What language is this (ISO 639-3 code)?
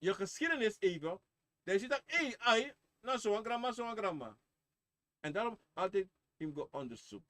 srn